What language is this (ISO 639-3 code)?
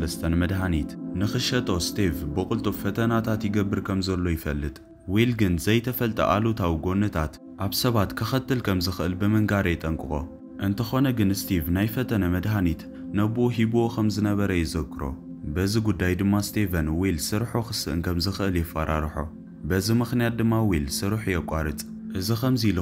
tir